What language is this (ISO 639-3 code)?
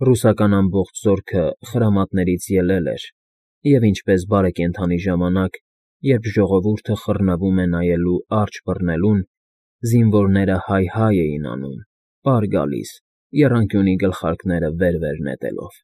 hye